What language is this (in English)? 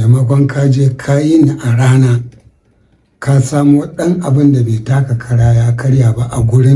Hausa